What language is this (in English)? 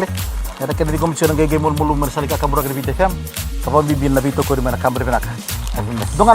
Fijian